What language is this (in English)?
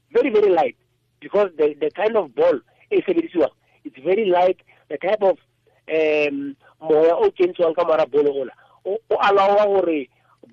Tswana